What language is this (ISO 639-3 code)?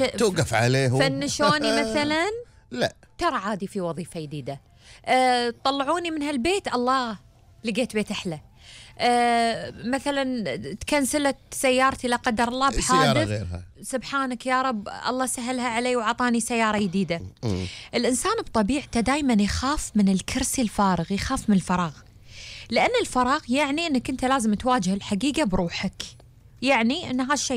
afb